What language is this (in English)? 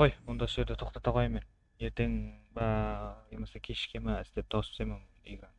Kara-Kalpak